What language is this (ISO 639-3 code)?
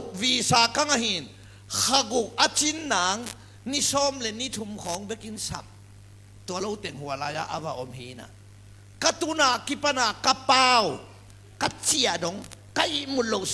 ctd